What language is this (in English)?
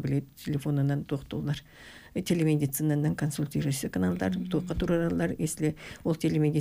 Yakut